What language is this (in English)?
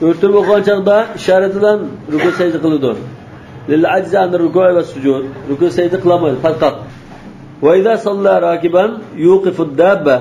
Uyghur